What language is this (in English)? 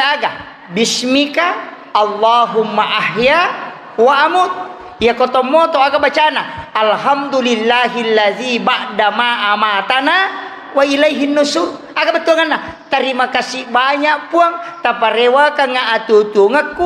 Buginese